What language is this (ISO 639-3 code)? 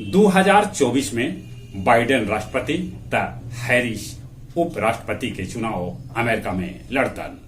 mag